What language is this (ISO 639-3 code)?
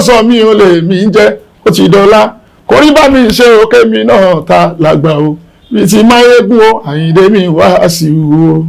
yor